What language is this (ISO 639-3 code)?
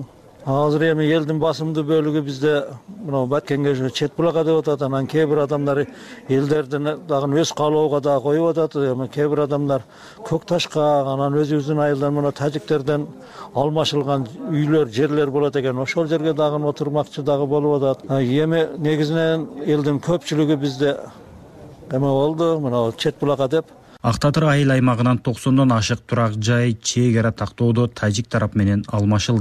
kir